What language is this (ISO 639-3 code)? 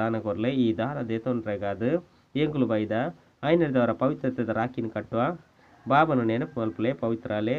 tcy